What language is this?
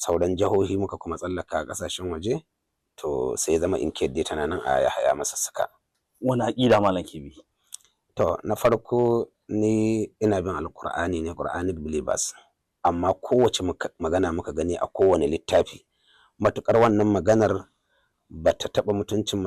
Hausa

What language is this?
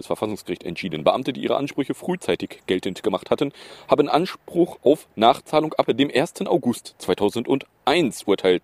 German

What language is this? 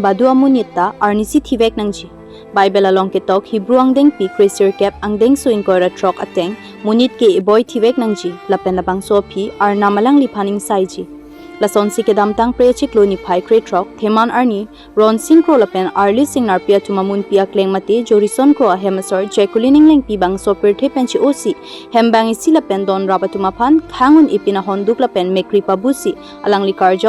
Karbi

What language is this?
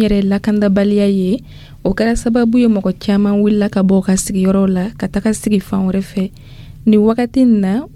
Dyula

